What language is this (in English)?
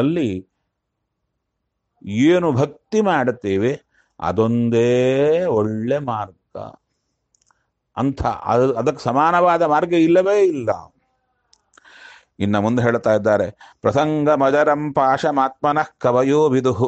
Kannada